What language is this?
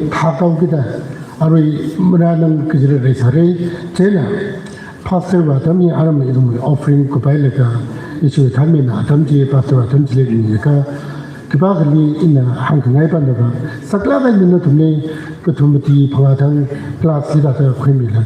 Tangkhul Naga (India)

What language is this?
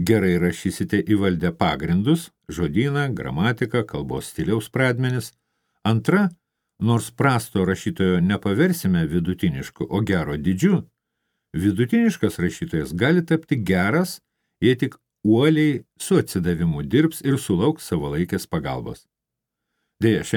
Lithuanian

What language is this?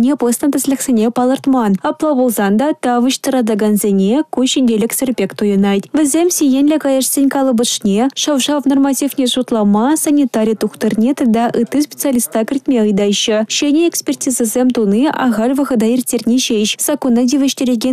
Chuvash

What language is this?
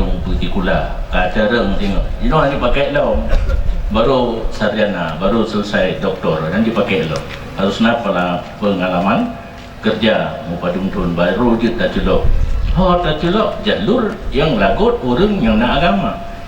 Achinese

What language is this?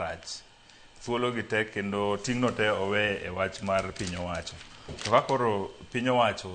Luo (Kenya and Tanzania)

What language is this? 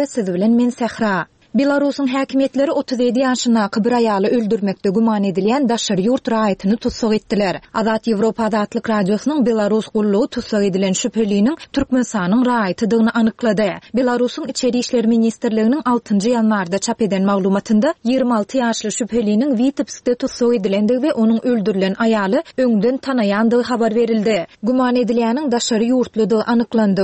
Turkmen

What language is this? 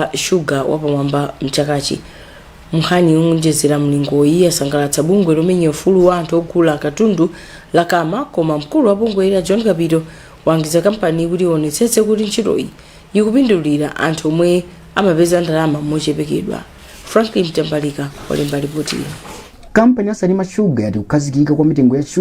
Nyanja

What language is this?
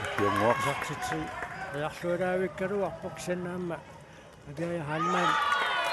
Kalaallisut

